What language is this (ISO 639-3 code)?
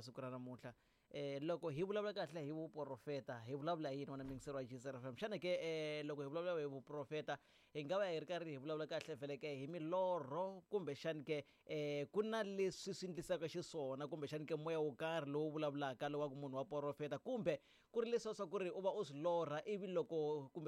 tso